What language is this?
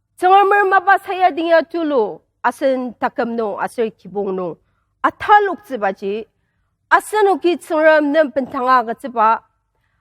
Ao Naga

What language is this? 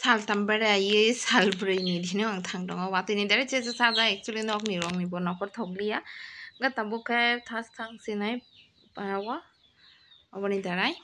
Kok Borok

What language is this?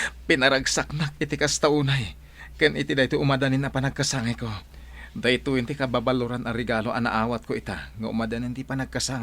Iloko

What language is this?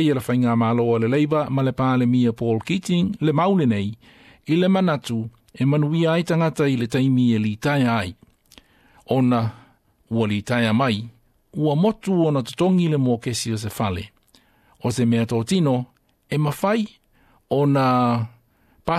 Samoan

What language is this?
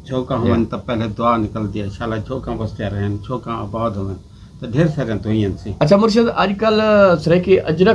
Saraiki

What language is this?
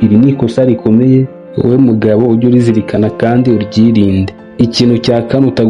Kinyarwanda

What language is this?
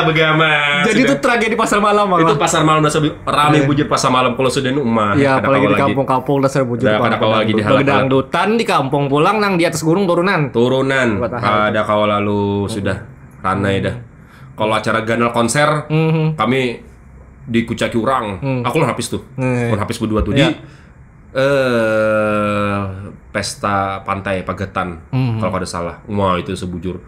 Banjar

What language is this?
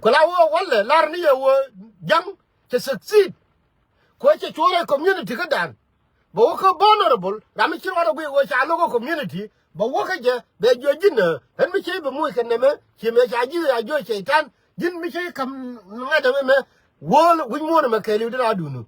Nuer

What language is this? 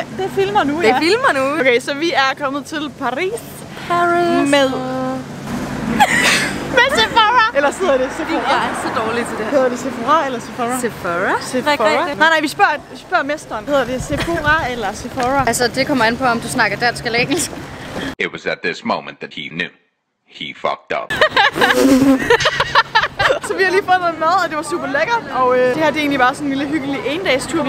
Danish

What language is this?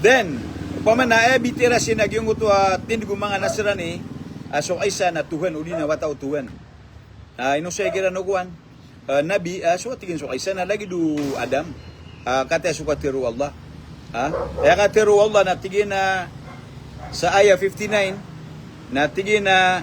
Maranao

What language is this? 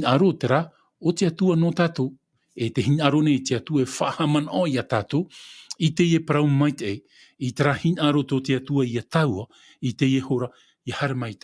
Tahitian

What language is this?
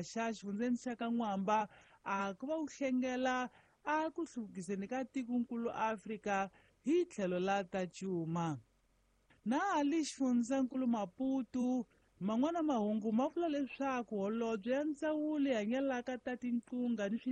Tsonga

